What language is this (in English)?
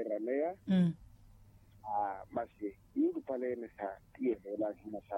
Makhuwa